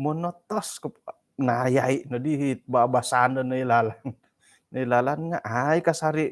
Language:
Central Dusun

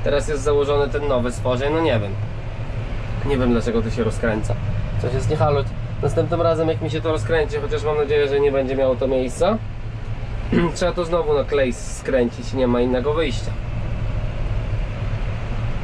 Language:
Polish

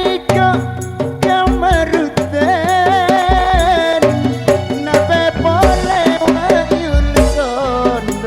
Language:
Madurese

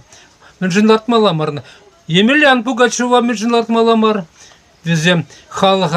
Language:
Chuvash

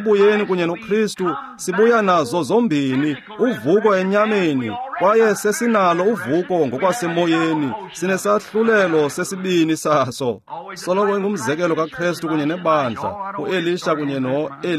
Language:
Xhosa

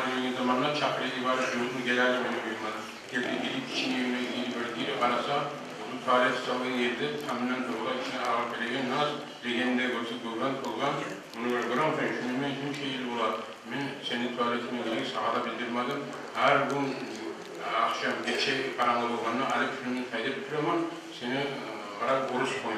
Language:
Kumyk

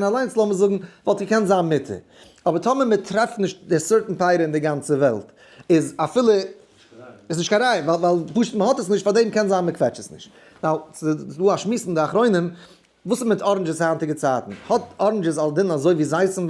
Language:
Yiddish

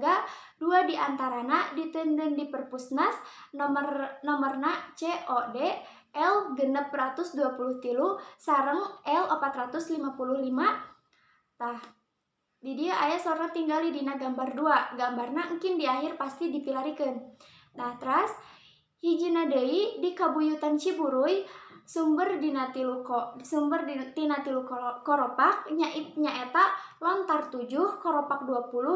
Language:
Sundanese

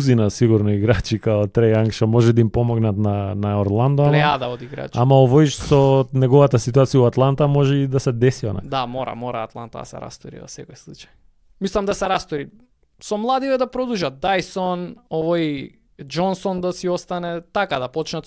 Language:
Macedonian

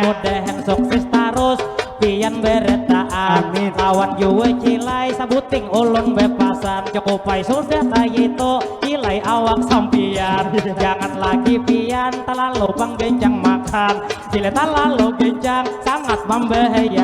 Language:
Banjar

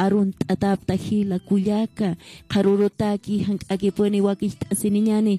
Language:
Aymara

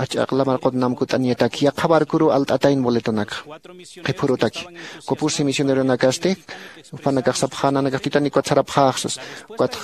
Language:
Aymara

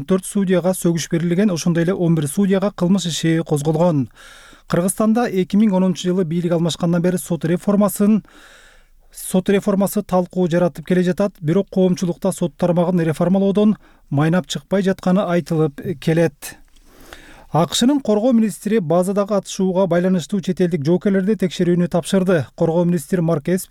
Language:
Kyrgyz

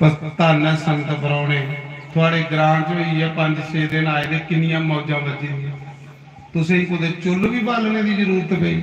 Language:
Dogri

